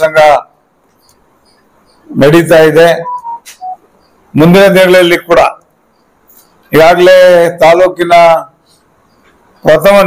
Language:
Kannada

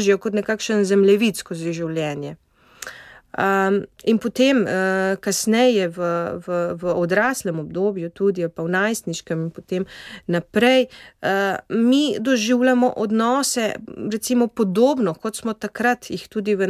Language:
Slovenian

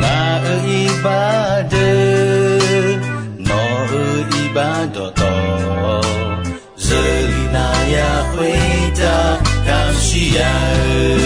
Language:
Akha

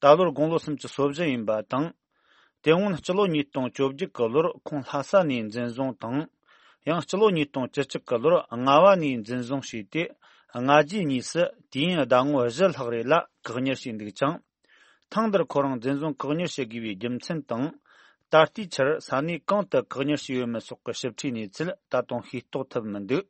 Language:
Tibetan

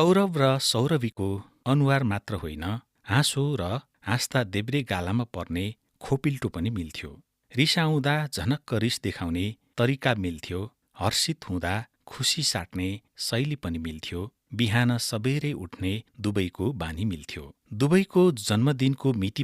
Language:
Nepali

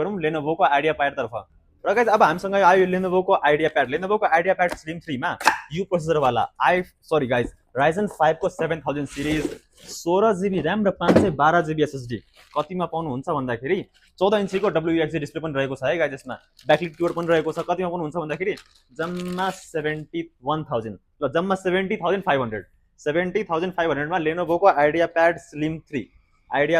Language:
Nepali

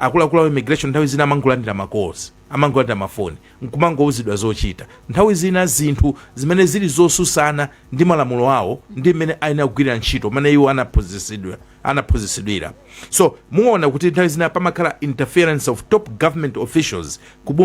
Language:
Nyanja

